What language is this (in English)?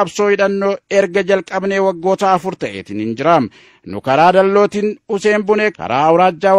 Oromo